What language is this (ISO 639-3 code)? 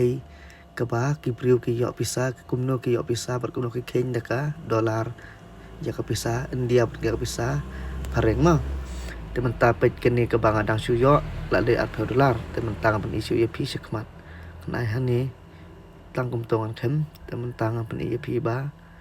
kha